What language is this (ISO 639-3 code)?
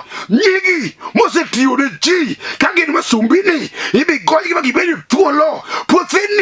luo